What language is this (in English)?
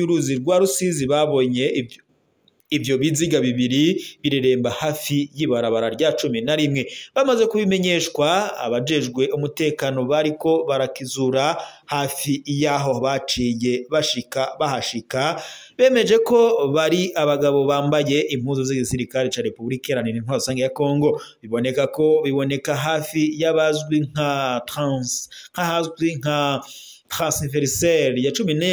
Rundi